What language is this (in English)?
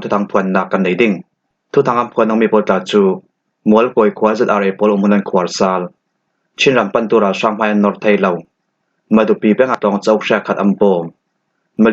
Falam Chin